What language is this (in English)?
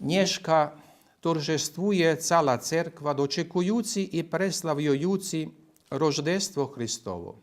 Rusyn